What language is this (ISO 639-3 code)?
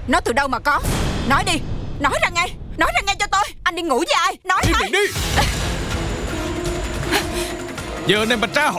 vie